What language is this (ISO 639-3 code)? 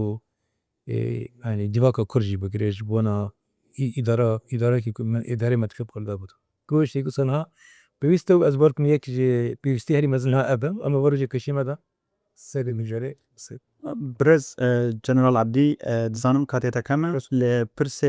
kur